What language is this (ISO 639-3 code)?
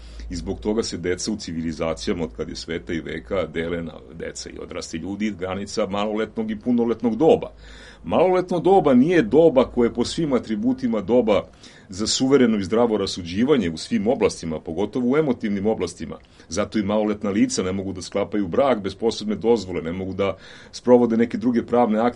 srp